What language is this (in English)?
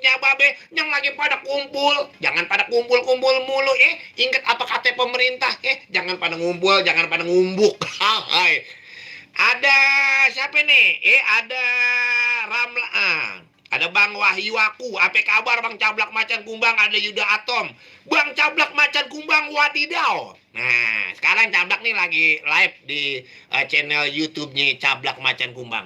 Betawi